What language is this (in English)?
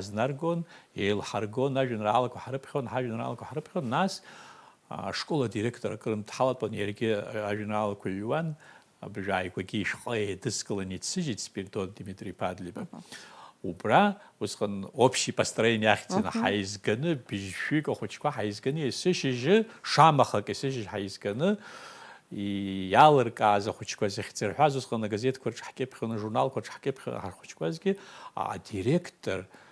Abkhazian